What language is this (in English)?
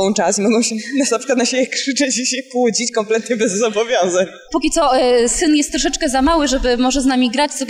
Polish